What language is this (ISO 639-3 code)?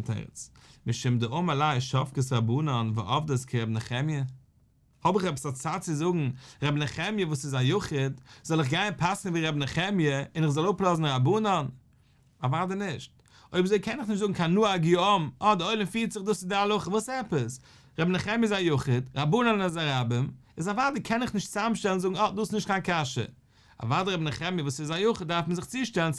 yid